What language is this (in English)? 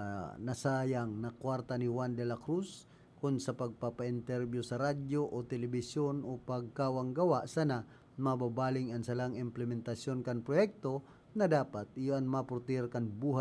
Bikol